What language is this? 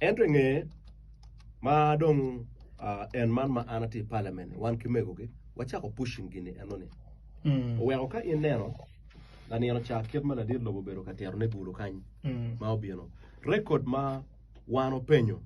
Acoli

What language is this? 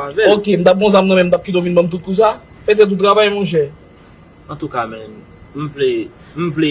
Haitian Creole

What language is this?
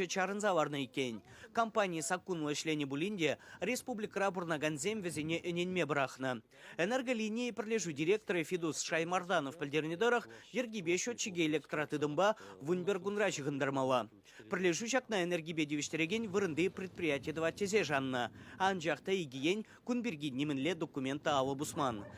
Chuvash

